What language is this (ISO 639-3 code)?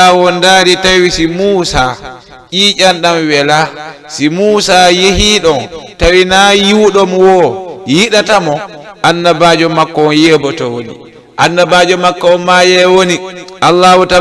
ful